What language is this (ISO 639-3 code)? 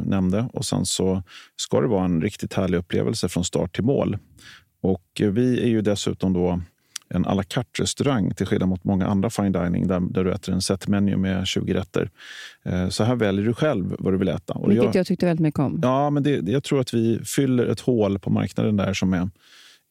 swe